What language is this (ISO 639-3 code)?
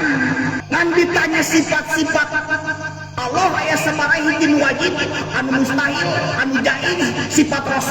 sun